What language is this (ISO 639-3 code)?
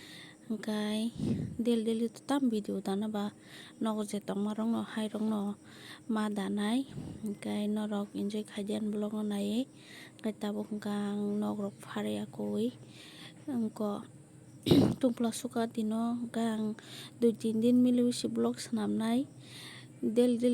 trp